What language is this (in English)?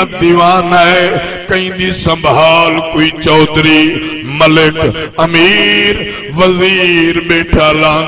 Saraiki